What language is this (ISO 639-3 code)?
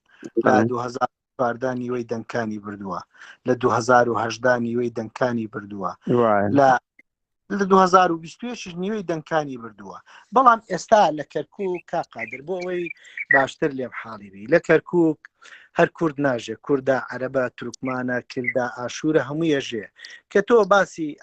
ckb